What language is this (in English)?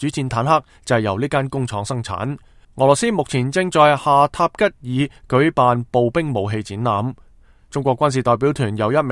Cantonese